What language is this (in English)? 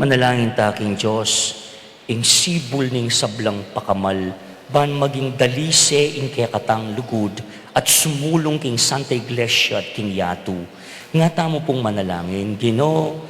Pampanga